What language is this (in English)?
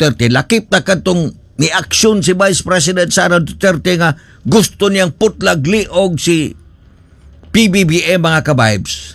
Cebuano